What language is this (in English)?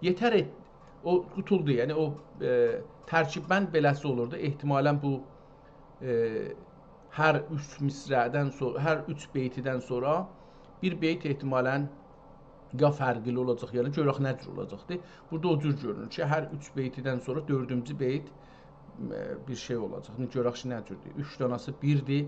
South Azerbaijani